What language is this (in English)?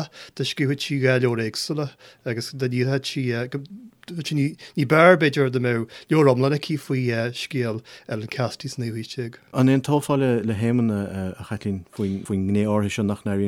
Irish